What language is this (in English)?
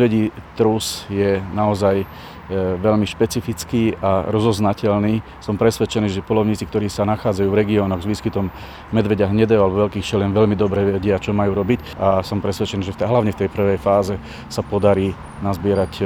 Slovak